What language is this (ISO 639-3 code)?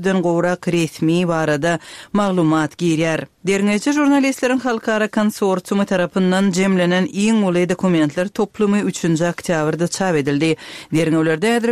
tuk